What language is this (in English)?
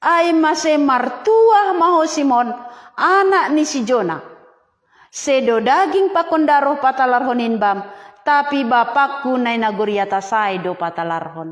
Batak Simalungun